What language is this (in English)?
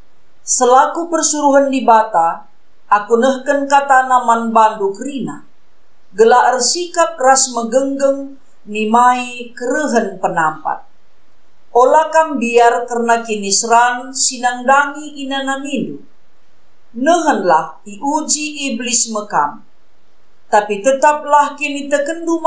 Batak Karo